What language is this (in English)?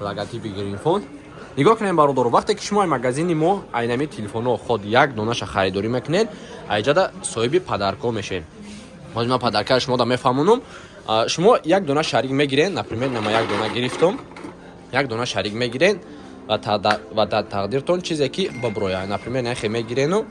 Tajik